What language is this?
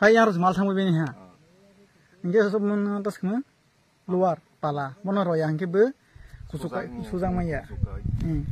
Kok Borok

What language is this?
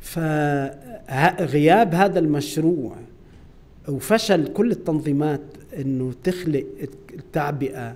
North Levantine Arabic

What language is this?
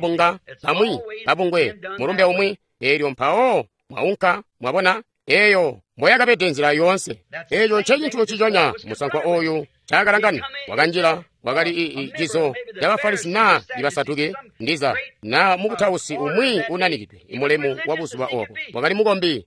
Tonga (Zambia)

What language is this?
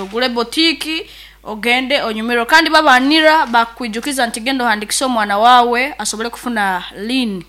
Nyankole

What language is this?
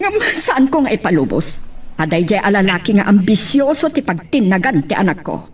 Iloko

